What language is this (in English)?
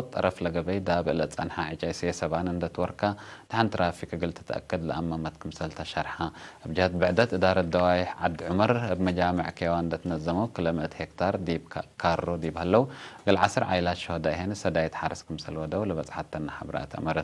Tigre